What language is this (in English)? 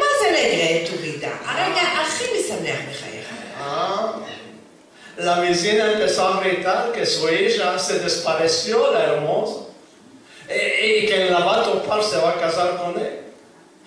Ladino